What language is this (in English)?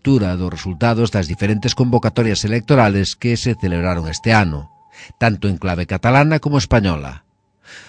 Galician